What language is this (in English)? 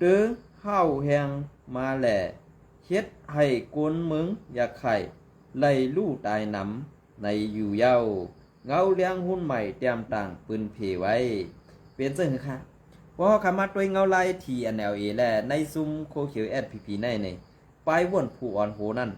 Shan